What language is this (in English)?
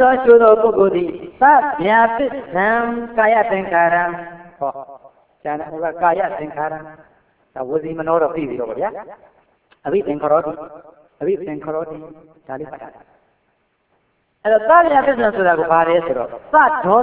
Burmese